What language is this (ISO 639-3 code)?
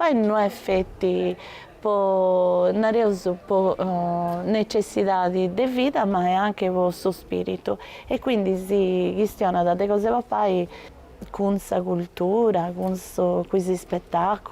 srd